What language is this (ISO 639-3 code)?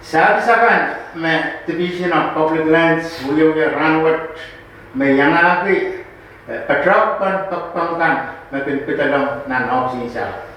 pon